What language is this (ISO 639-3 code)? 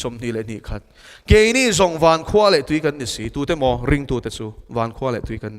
lus